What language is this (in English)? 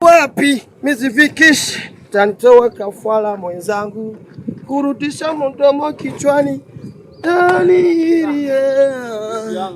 Rundi